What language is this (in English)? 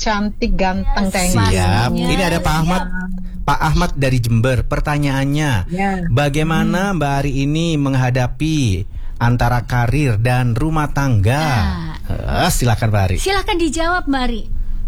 Indonesian